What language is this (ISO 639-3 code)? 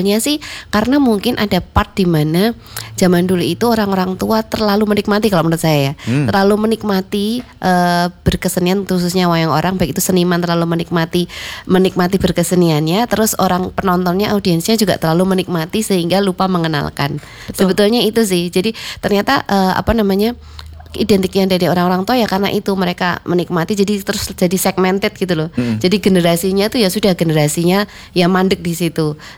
ind